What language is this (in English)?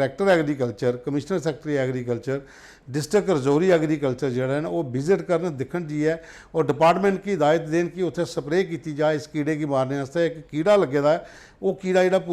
Dogri